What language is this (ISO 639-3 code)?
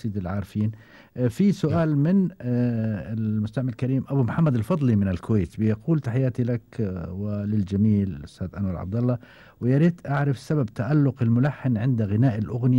afb